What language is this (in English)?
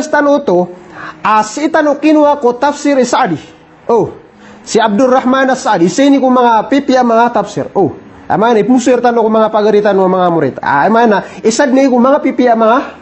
Maranao